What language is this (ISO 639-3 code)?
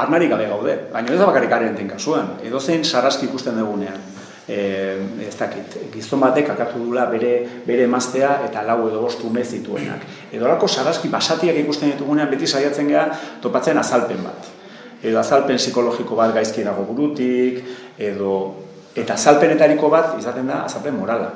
eus